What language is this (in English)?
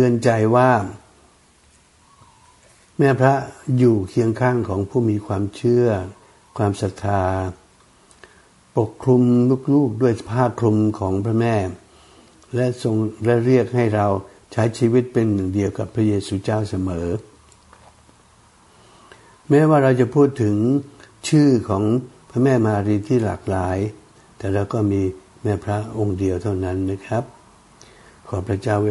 Thai